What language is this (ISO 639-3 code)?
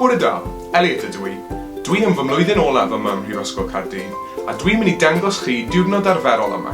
cym